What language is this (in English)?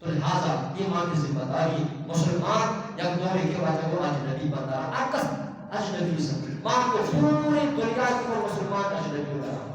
Eastern Balochi